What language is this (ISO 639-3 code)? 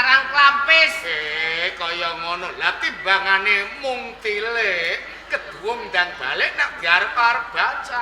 jav